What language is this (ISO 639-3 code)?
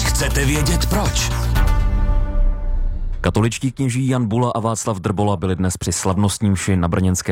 ces